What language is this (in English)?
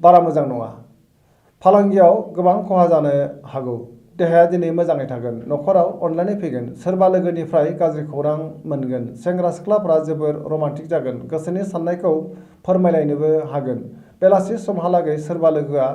Bodo